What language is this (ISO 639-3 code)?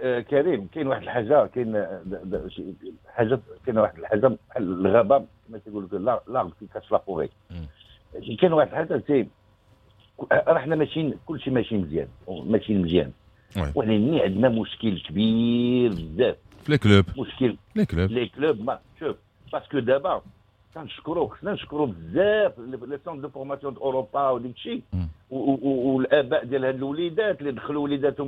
ary